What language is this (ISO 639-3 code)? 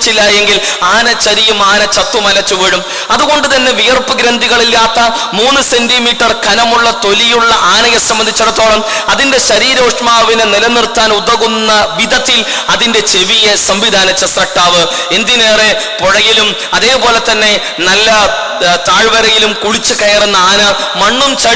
mal